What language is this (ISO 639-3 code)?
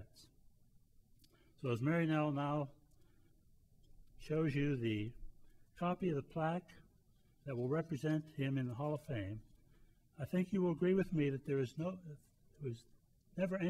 eng